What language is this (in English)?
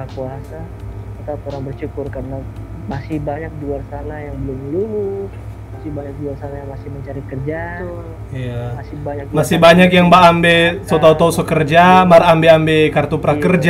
Manado Malay